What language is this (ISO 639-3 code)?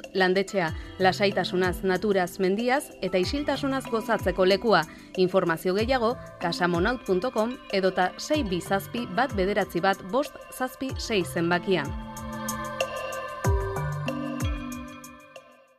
eus